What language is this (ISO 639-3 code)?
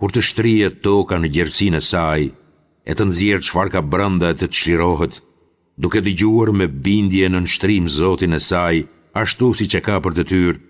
sqi